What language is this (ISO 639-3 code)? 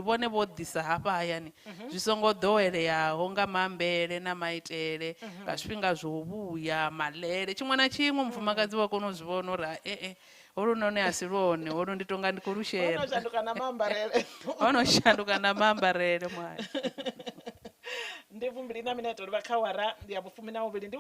ven